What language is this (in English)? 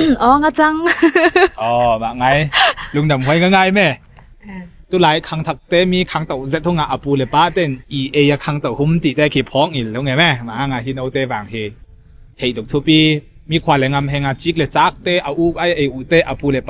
Ngawn Chin